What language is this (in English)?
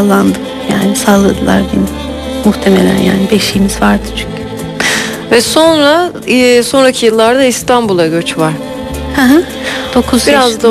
Turkish